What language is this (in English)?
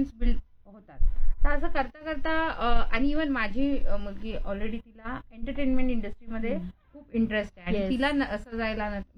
Marathi